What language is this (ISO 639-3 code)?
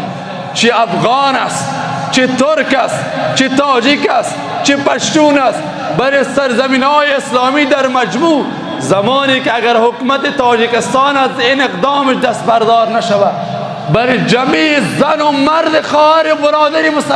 fas